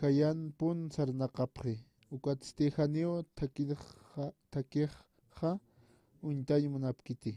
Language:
Aymara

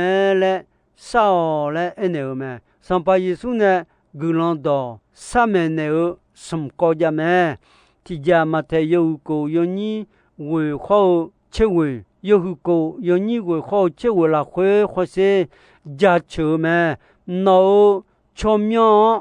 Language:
Akha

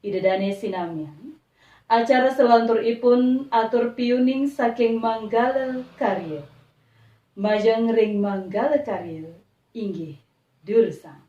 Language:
Balinese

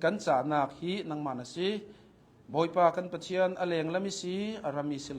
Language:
Hakha Chin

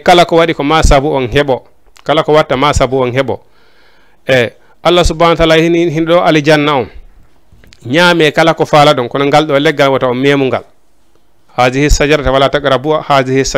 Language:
Fula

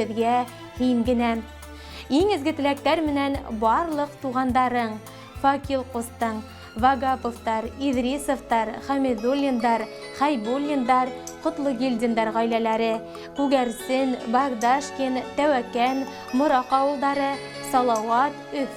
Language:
Bashkir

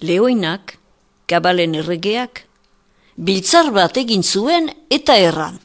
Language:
Basque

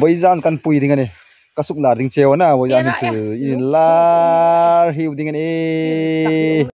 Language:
Hmar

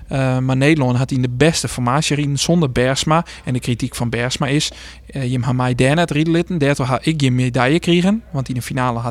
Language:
Western Frisian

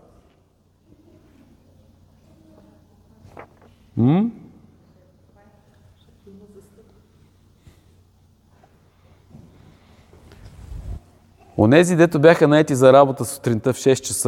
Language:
Bulgarian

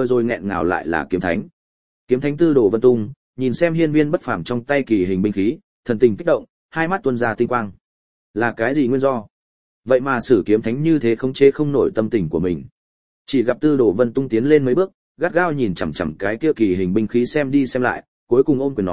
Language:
Vietnamese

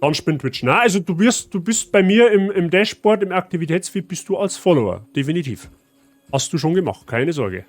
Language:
Bavarian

